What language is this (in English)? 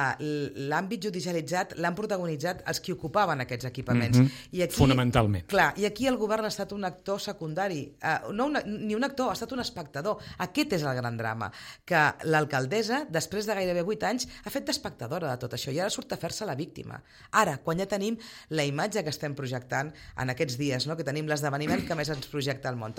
Catalan